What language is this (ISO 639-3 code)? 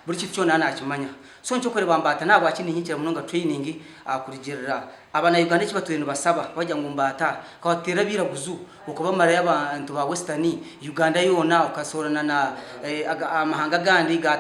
nyn